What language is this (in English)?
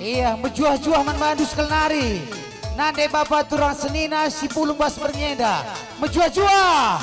Batak Karo